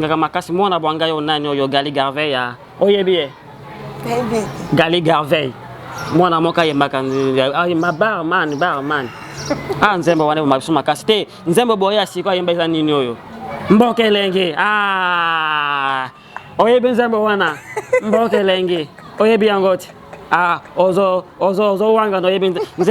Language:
Lingala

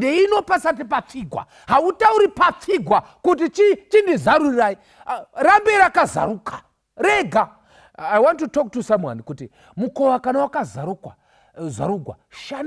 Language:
Shona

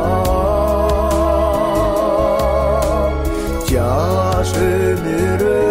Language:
Kazakh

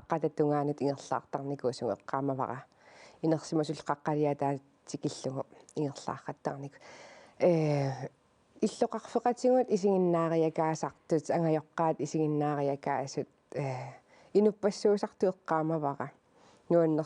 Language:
Kalaallisut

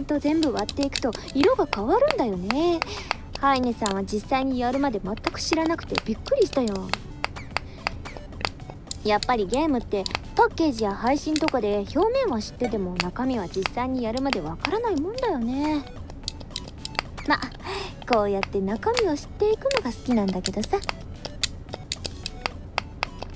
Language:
Japanese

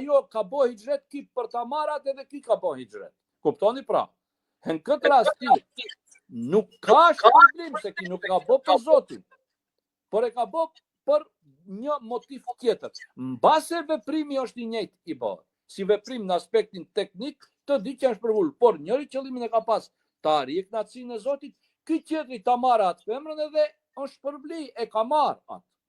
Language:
Albanian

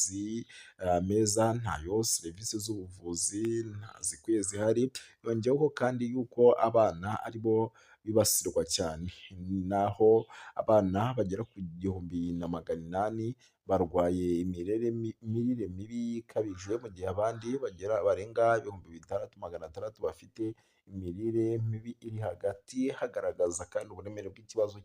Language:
Kinyarwanda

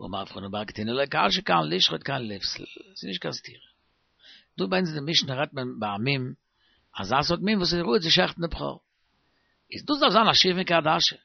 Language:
Yiddish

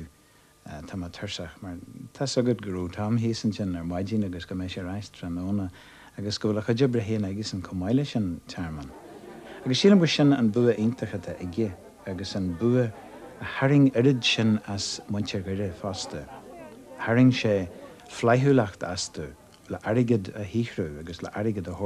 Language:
Irish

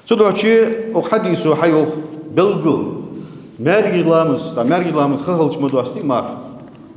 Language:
Ingush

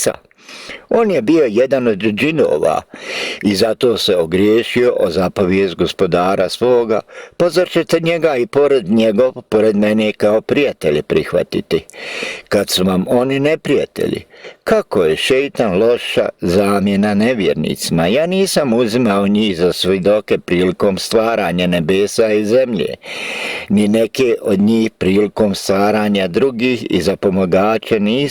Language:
Bosnian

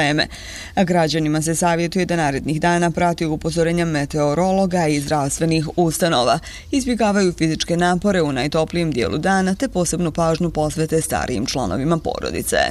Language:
Bosnian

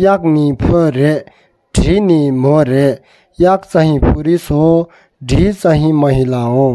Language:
Tibetan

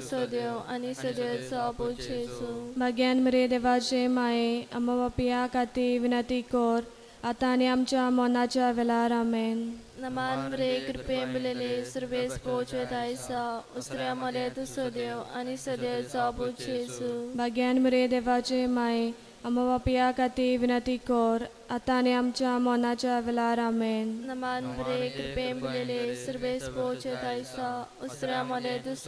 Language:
Konkani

